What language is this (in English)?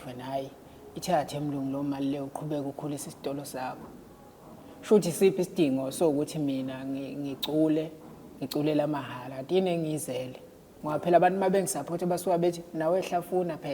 Zulu